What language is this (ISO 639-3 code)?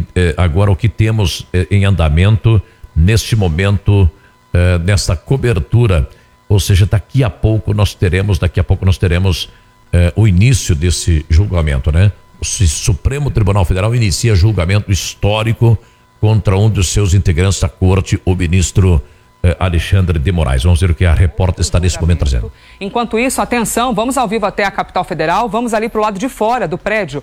por